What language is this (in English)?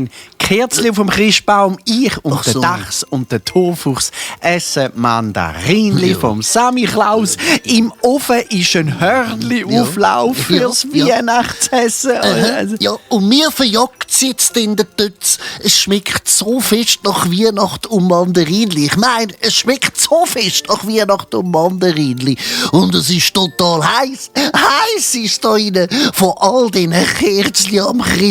Swiss German